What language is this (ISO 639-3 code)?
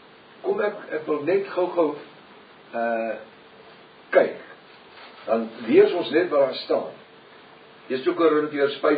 afr